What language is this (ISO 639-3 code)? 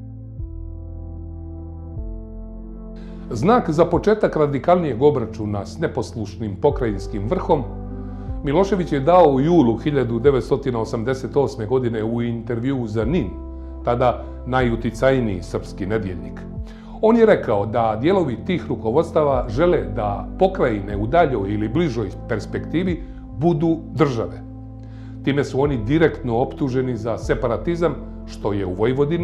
bos